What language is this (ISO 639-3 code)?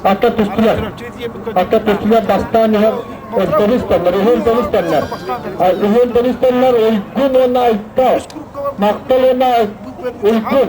sah